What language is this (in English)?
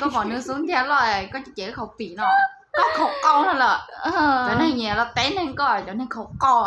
Hmong